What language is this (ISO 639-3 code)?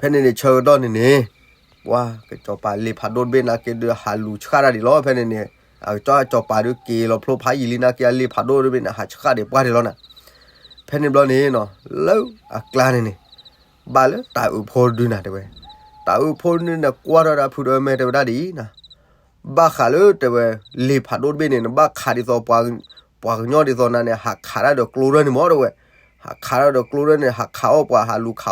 ksw